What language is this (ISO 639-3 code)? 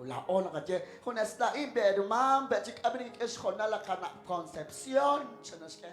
kek